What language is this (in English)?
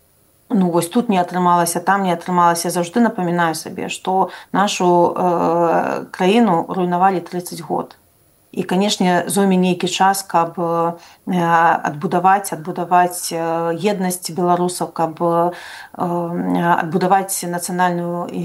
Belarusian